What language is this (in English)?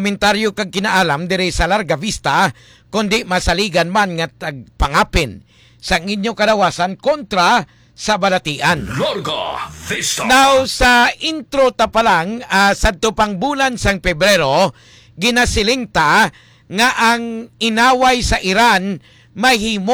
Hiligaynon